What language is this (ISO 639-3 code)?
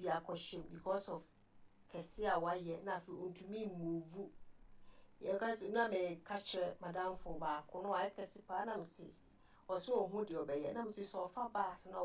aka